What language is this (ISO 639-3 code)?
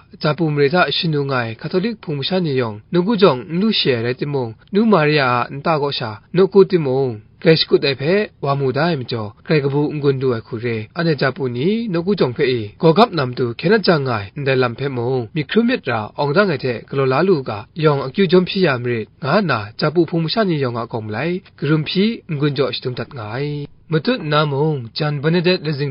kac